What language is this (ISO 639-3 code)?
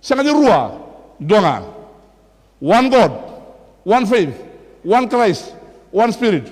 fij